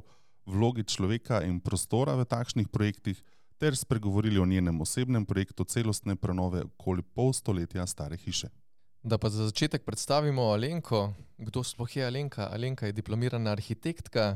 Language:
Slovenian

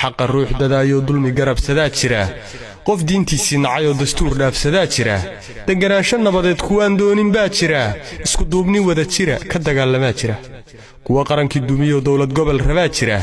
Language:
Somali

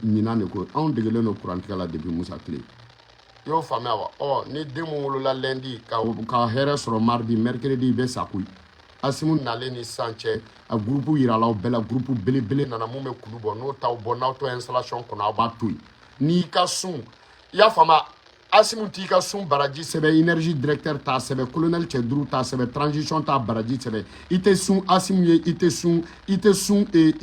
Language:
Bambara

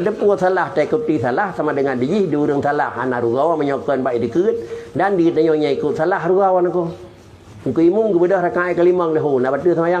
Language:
Achinese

